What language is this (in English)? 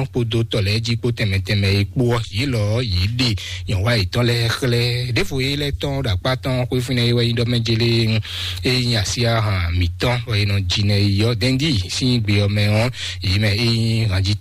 Fon